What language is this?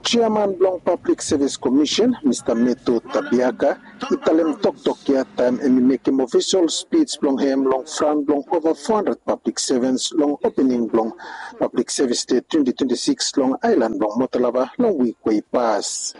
Bislama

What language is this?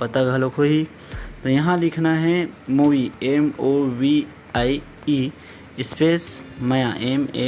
Chhattisgarhi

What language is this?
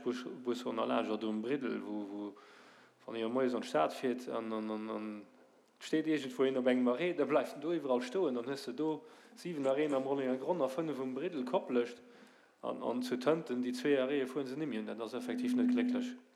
Luxembourgish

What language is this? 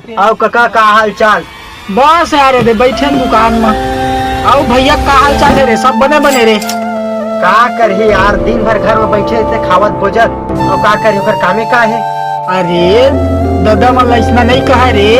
Chhattisgarhi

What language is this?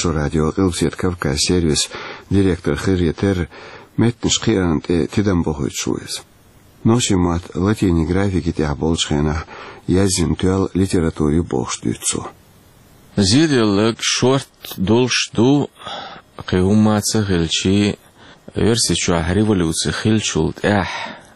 Chechen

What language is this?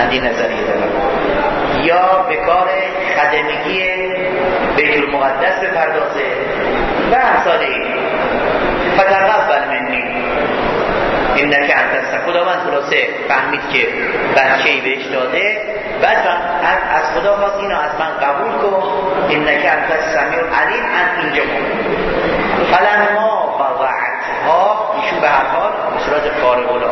Persian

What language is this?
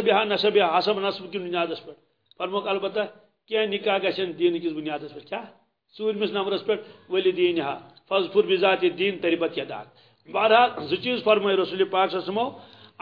Kashmiri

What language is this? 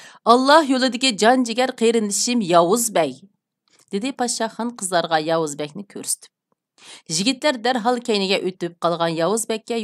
Uyghur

